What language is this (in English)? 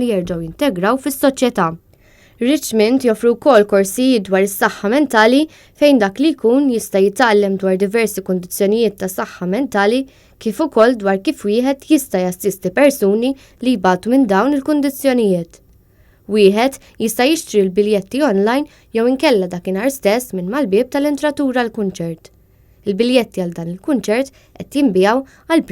Maltese